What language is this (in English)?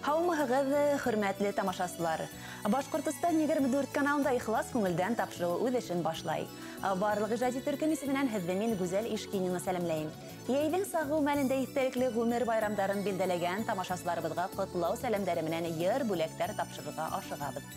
Bashkir